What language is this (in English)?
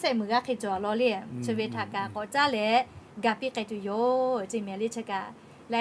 Lahu